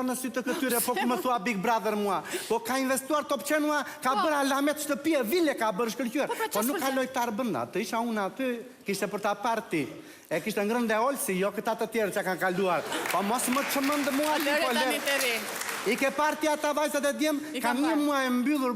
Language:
Albanian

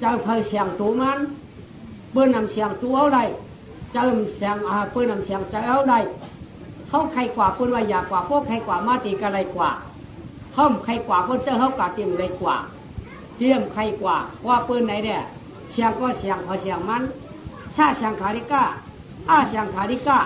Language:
Shan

